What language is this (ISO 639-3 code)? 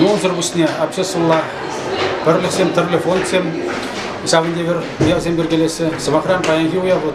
chv